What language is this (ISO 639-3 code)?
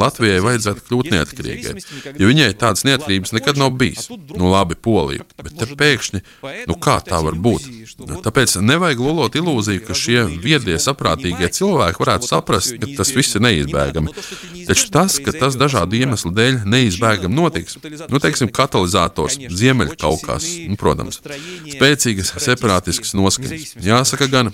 lav